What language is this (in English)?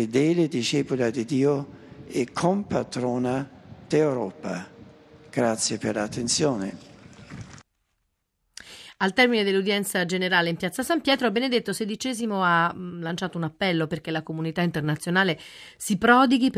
Italian